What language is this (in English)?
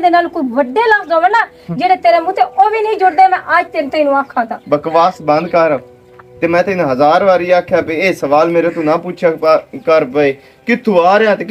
Western Panjabi